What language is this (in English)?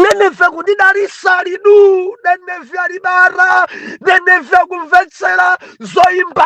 Nyanja